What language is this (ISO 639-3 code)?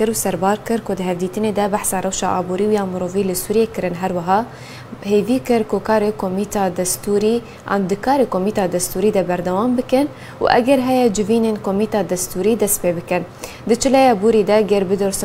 kur